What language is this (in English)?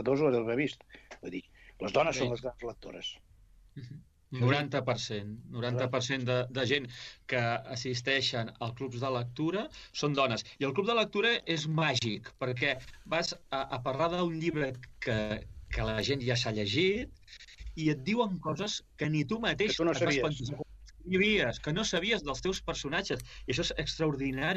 Catalan